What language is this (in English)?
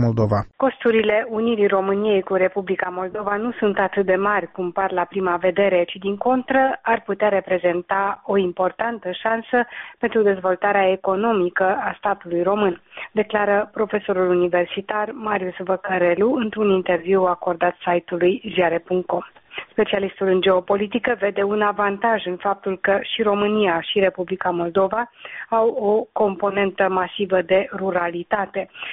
Romanian